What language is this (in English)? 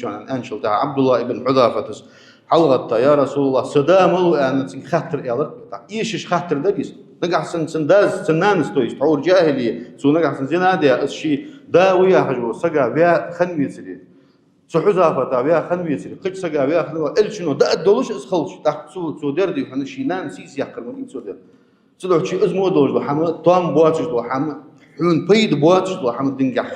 Ingush